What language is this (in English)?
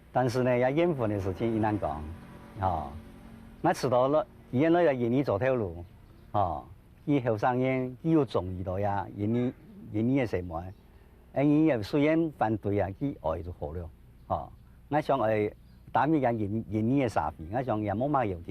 Hakka Chinese